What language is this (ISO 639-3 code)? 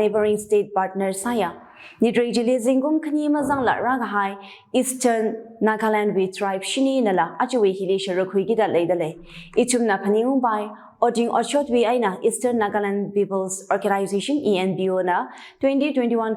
nmf